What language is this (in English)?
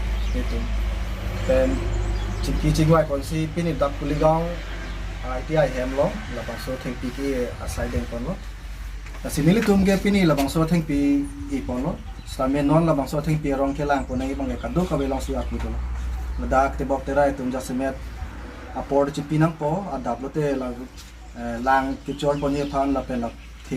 Karbi